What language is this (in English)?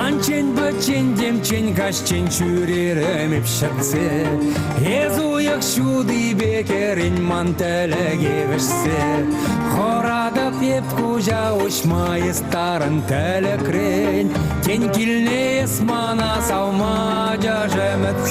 Chuvash